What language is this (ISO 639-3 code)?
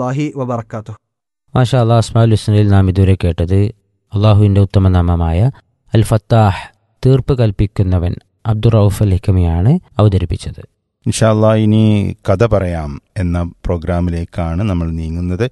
mal